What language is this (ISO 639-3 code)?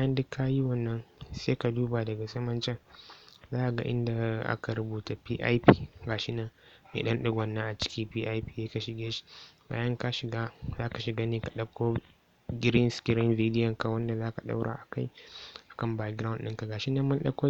hau